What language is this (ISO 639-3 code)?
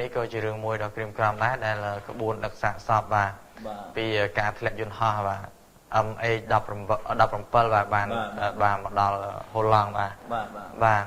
khm